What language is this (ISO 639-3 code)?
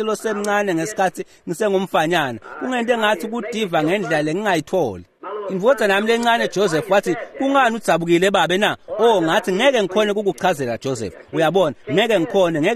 ssw